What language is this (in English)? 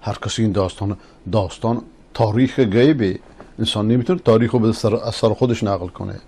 Persian